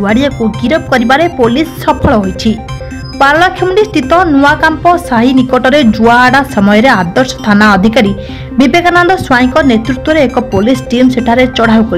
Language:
Odia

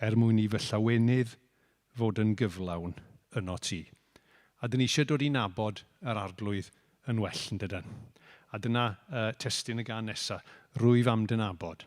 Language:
Welsh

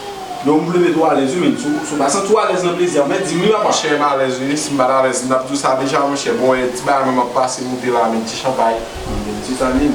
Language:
Haitian Creole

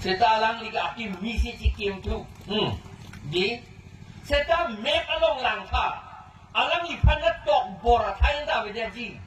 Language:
Karbi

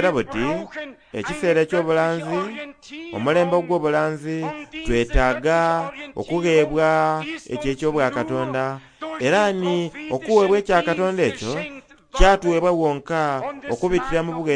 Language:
Soga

